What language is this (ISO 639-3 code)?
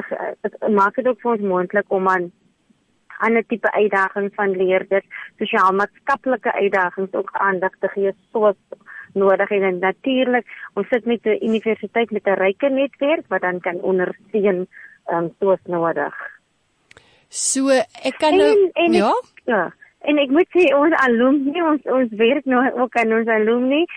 afr